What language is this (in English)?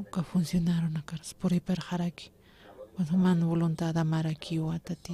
Aymara